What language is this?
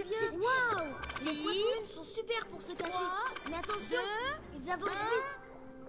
French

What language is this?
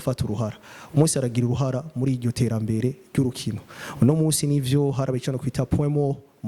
Rundi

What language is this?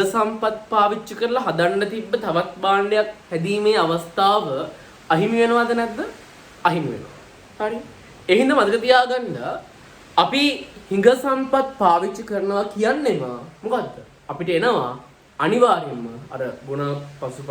Sinhala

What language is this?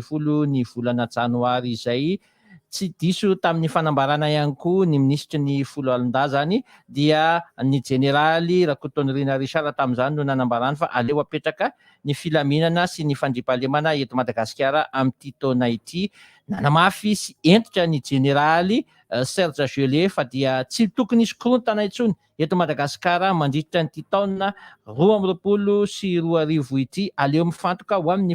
Malagasy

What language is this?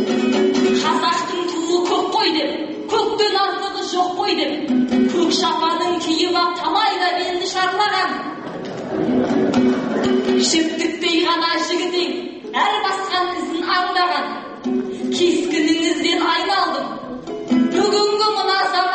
Kazakh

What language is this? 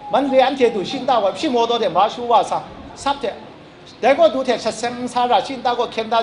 Kachin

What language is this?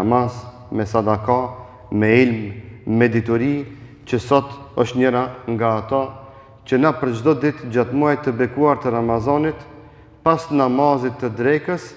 Albanian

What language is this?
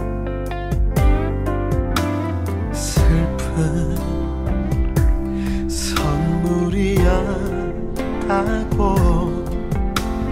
Korean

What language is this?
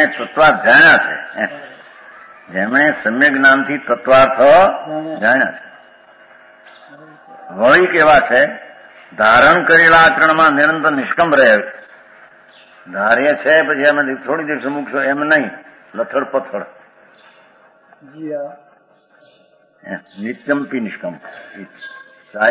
Gujarati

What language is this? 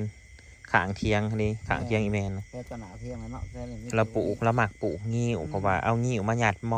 Northeastern Thai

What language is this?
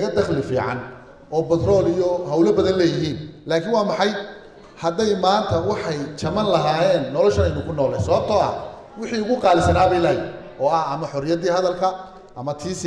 Somali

